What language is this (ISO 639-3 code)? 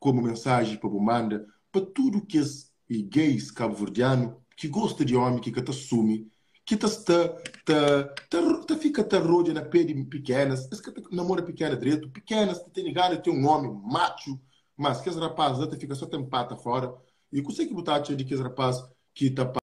kea